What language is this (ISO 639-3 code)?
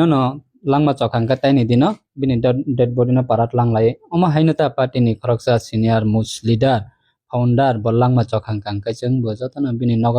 trp